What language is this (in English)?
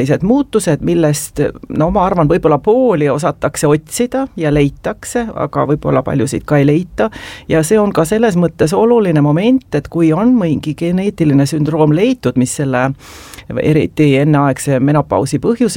Estonian